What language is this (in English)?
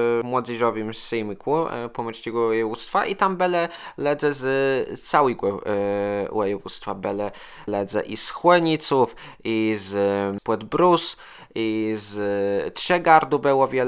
Kashubian